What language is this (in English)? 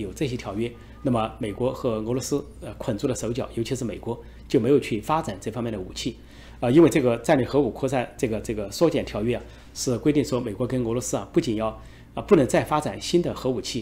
Chinese